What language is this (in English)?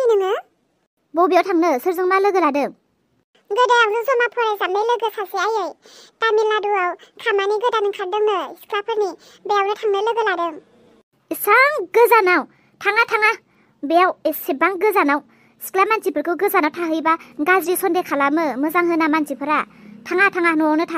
Bodo